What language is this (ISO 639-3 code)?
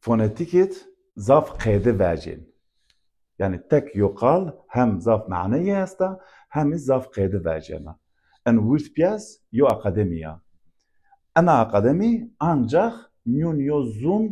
zza